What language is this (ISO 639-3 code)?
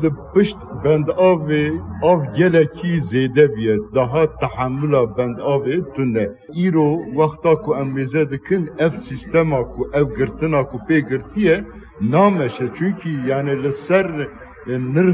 kur